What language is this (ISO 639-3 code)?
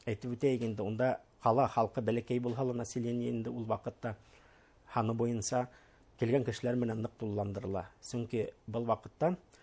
bak